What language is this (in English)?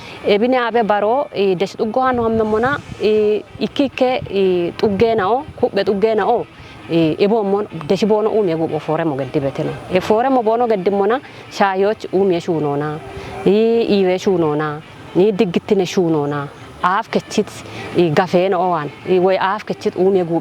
Kafa